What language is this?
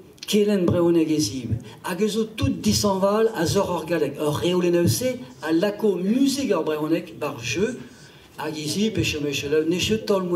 Breton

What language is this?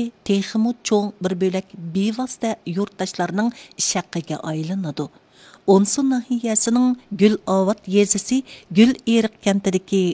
Uyghur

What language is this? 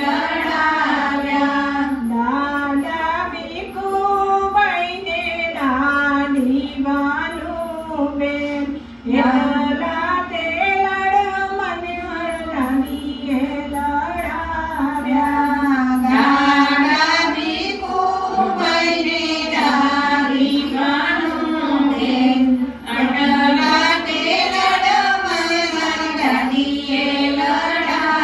Gujarati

